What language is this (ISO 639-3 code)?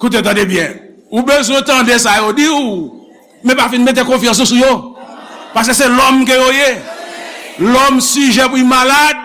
hat